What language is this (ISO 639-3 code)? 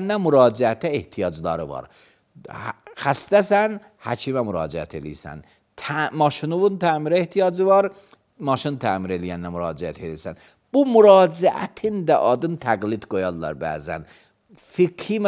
aze